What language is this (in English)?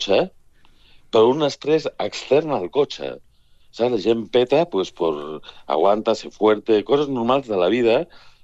Catalan